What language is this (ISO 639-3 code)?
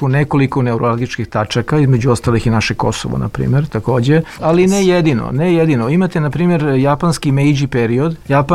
srp